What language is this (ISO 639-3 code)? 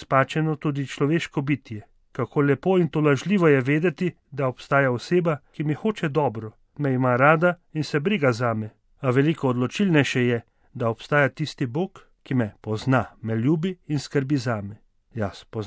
slv